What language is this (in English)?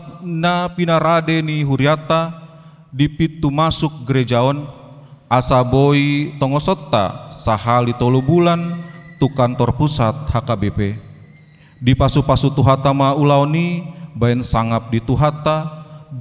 Batak Toba